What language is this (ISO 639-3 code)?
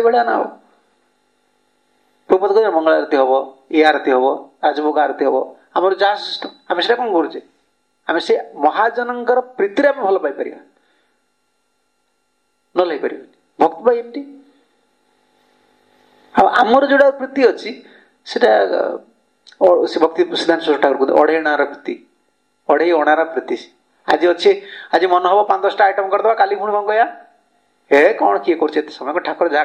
ori